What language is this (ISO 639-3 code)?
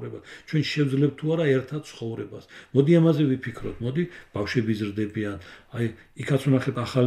kat